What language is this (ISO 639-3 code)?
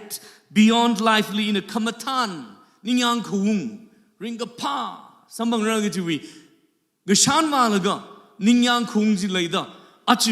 nmf